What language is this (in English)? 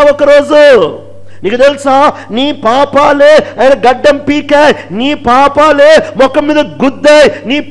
Telugu